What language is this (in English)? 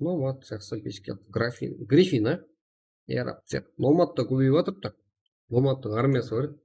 Kara-Kalpak